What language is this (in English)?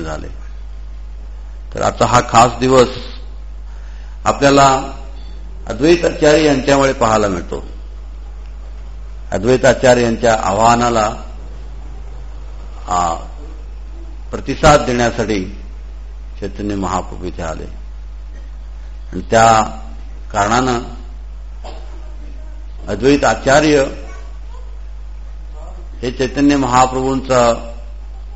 Marathi